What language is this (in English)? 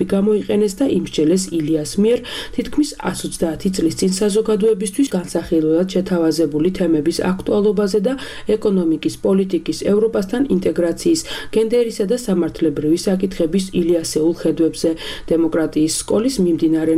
Georgian